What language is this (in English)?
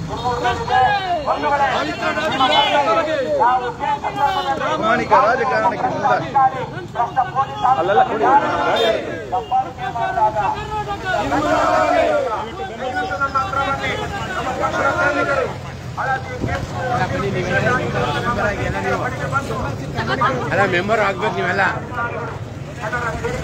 Kannada